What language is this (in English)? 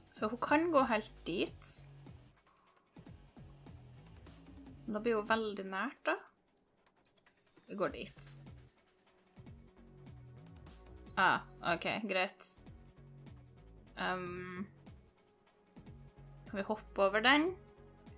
Norwegian